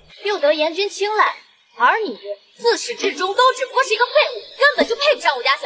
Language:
Chinese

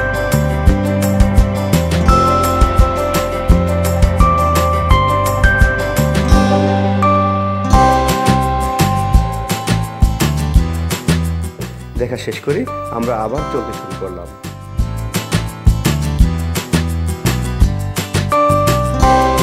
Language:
Bangla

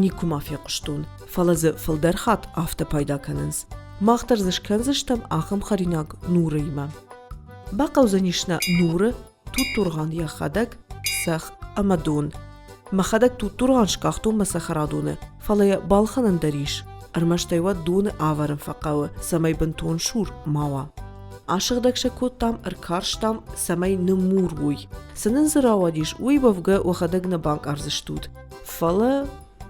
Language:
Ossetic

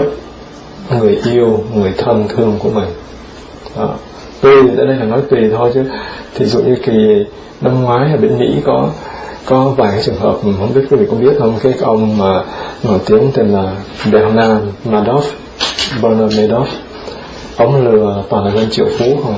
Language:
Vietnamese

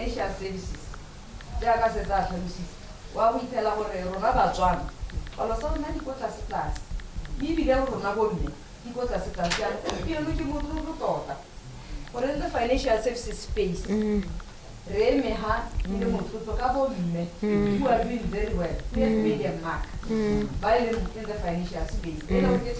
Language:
Tswana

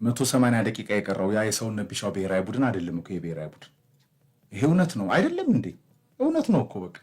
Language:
Amharic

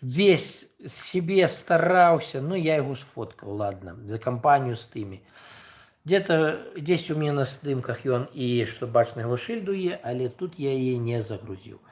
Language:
Belarusian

